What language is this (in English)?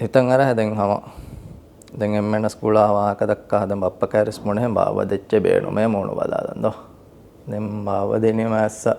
Divehi